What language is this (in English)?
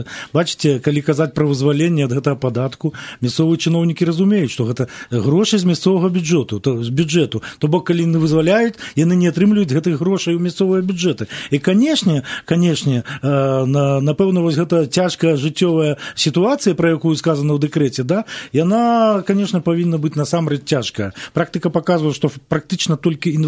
Belarusian